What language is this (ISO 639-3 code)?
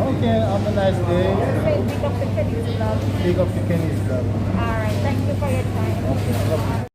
jam